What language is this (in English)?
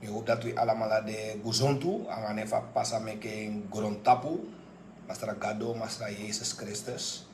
Sranan Tongo